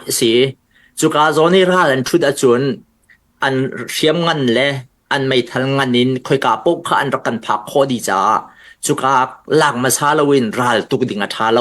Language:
Hakha Chin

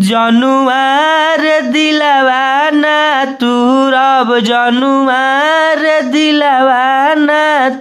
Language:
Bhojpuri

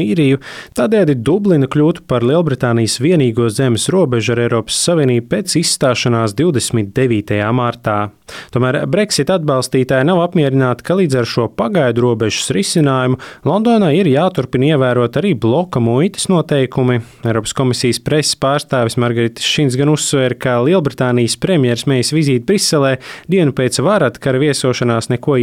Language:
Latvian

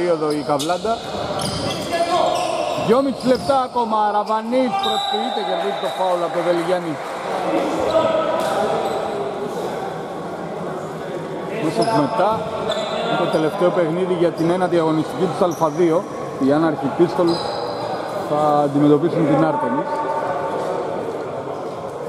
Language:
Greek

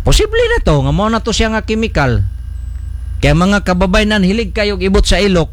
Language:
Cebuano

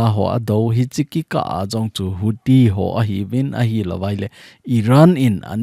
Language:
Thado Chin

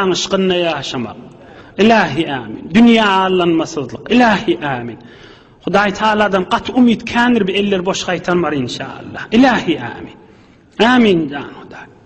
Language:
Turkmen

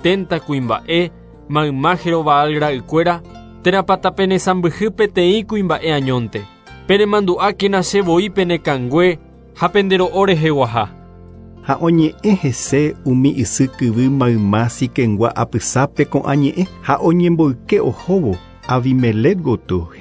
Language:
Guarani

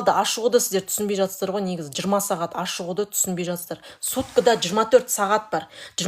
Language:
Kazakh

